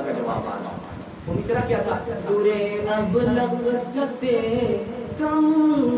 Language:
Urdu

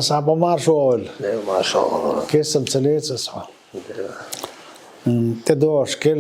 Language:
Chechen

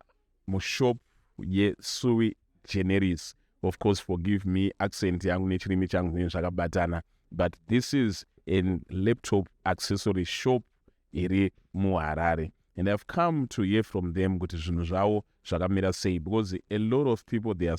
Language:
Shona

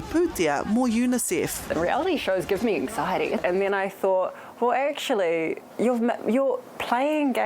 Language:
Māori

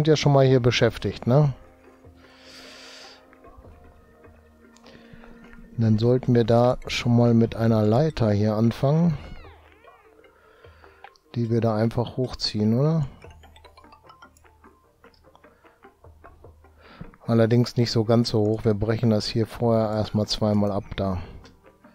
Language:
German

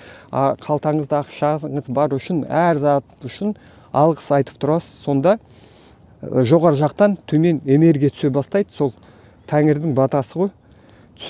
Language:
Kazakh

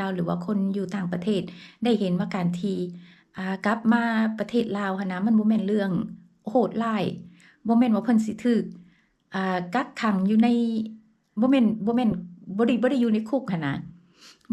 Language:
Lao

